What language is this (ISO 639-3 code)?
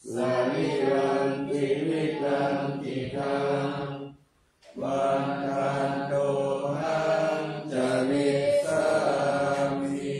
pli